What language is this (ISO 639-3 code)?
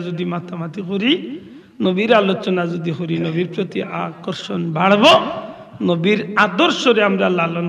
syl